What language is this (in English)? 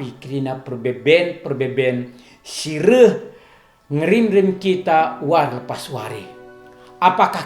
Batak Karo